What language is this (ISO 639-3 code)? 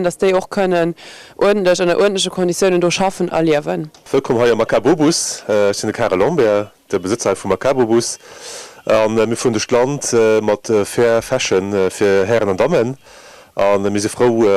ltz